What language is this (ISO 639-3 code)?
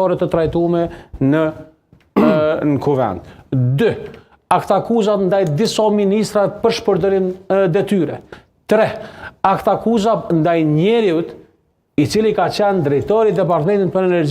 sqi